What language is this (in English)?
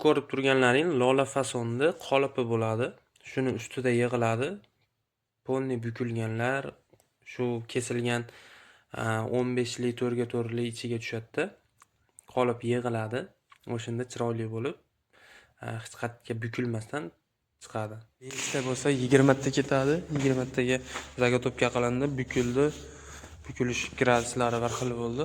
Uzbek